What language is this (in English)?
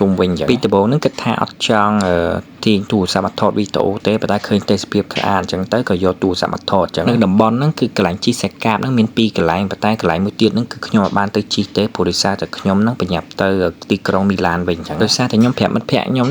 Khmer